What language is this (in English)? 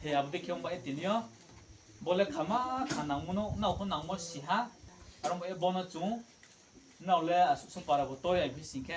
Riang (India)